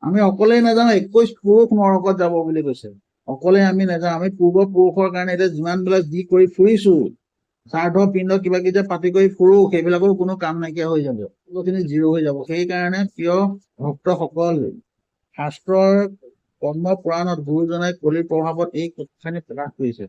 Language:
Assamese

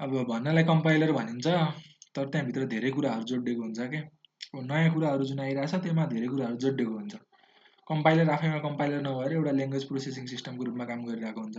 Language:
Nepali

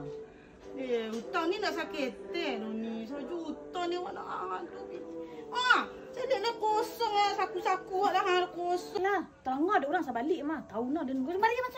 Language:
Minangkabau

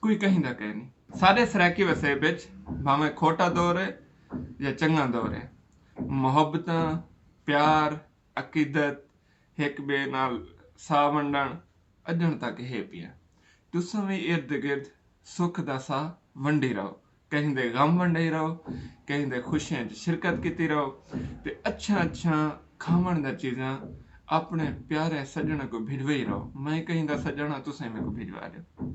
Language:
Saraiki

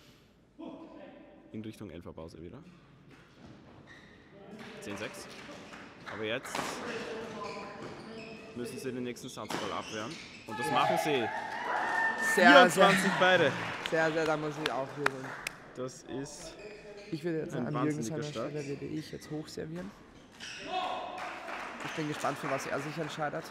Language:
German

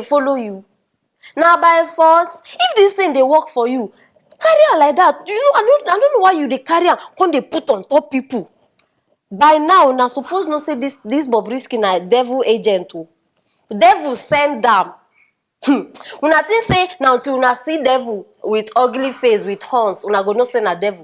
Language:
Nigerian Pidgin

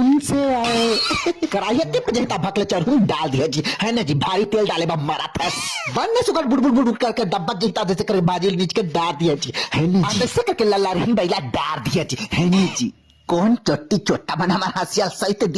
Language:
Chhattisgarhi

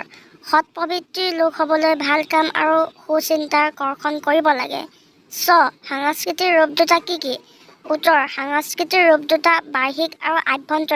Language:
Assamese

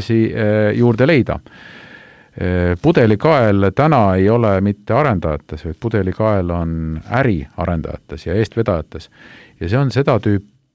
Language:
Estonian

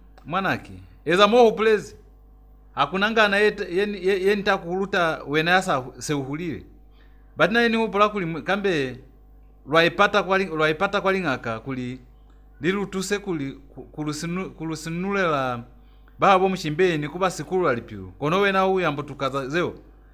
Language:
Lozi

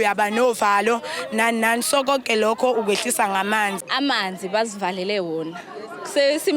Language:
Zulu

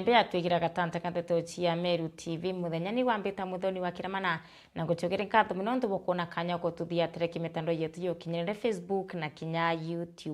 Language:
Meru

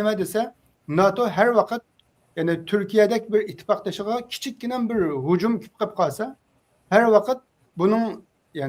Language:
Uyghur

